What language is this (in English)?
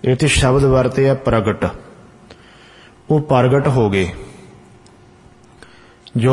Punjabi